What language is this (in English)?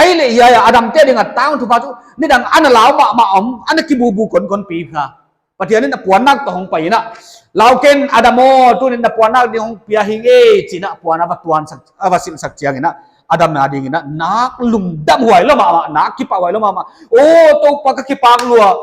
Paite Chin